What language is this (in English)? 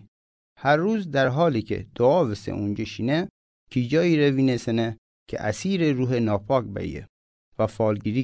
Mazanderani